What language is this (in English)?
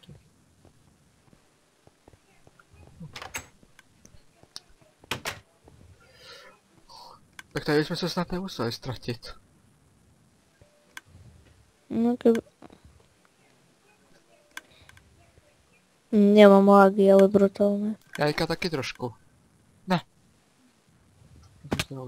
Czech